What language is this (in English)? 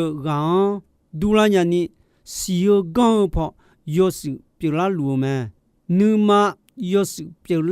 Akha